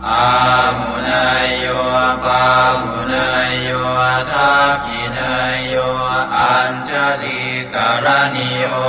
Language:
Pali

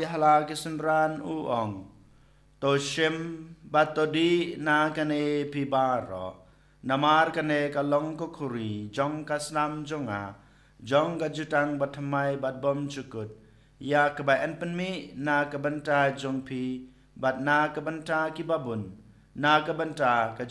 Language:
Khasi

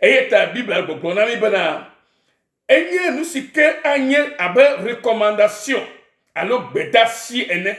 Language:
Ewe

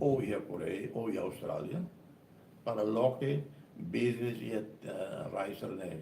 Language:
Tetum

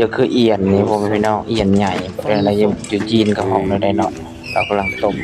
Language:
Lao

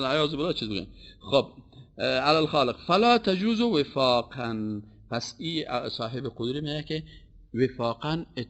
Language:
Persian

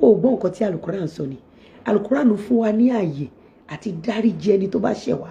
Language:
Yoruba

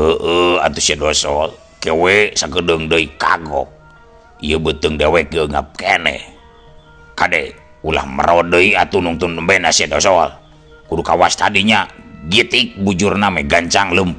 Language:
Sundanese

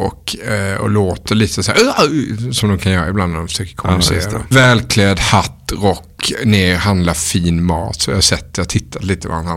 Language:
Swedish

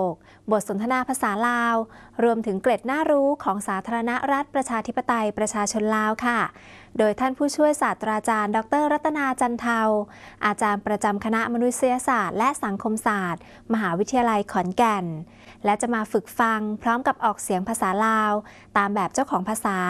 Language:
Thai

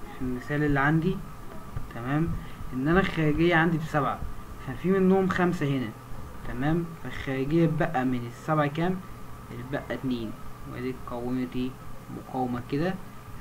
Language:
Egyptian Arabic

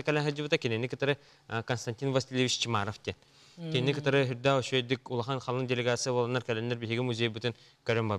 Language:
Yakut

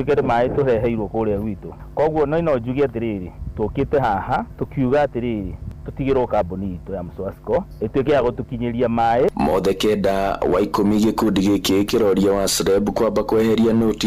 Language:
Kikuyu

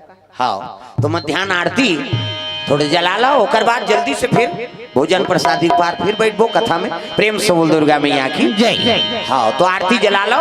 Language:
Chhattisgarhi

